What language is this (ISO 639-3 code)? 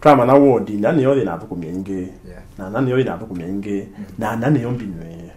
kam